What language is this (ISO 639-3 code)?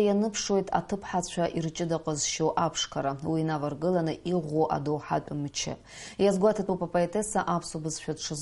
abk